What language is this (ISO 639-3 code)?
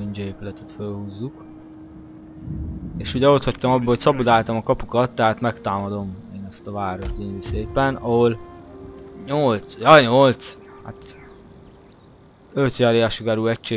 hun